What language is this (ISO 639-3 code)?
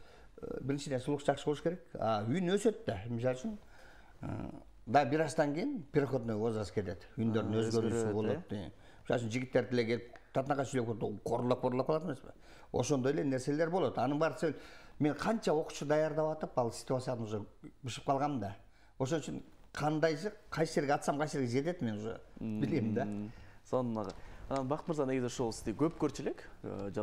kir